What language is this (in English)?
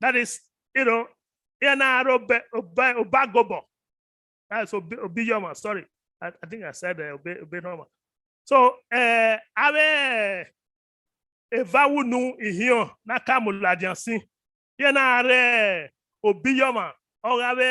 Bini